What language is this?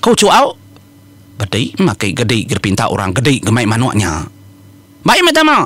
Iban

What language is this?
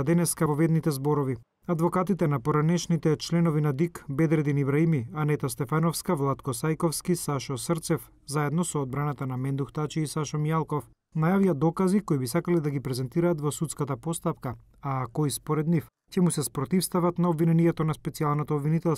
Macedonian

